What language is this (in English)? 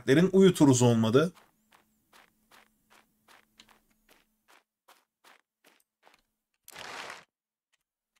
Turkish